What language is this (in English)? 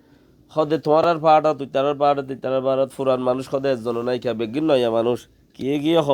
Rohingya